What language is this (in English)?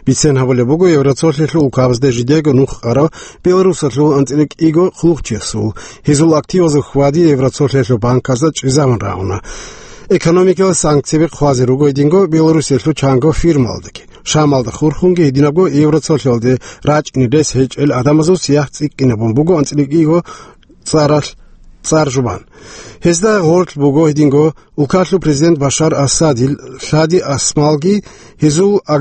Avaric